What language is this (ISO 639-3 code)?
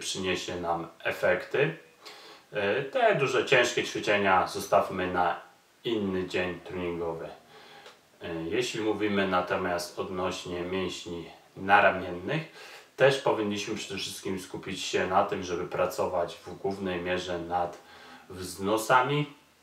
pol